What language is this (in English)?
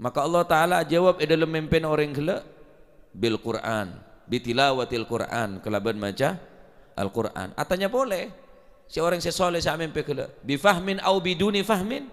Madurese